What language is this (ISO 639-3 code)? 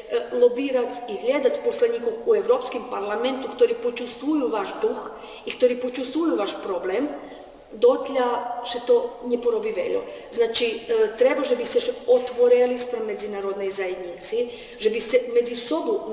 rue